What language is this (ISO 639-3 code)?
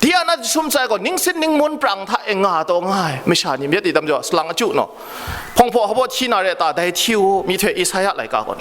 kac